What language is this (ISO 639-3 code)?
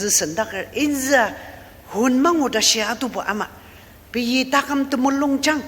njo